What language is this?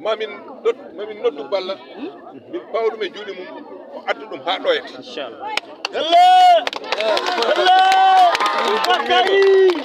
Fula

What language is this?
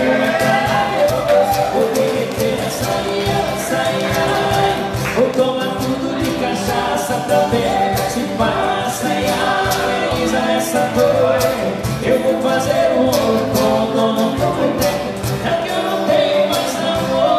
Portuguese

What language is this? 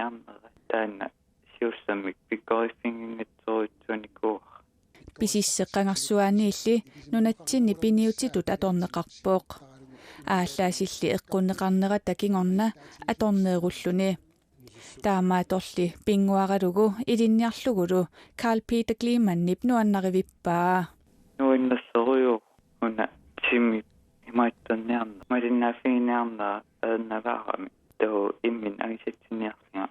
Kalaallisut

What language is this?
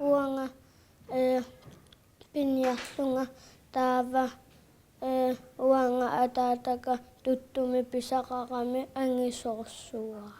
Kalaallisut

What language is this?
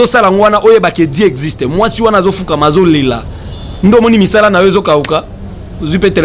Lingala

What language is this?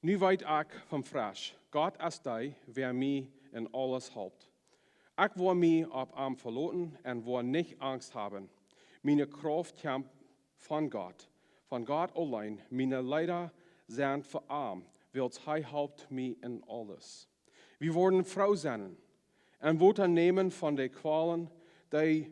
Plautdietsch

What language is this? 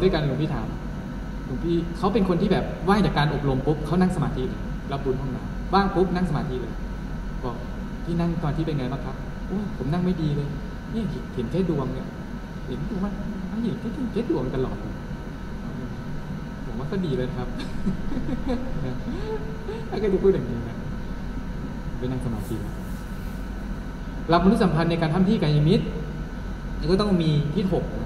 Thai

